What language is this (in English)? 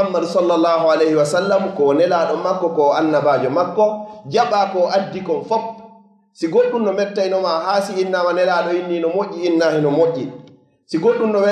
Fula